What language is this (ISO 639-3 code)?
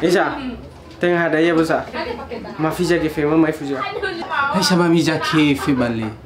nia